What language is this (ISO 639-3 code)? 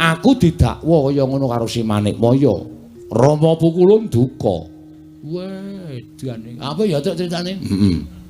jav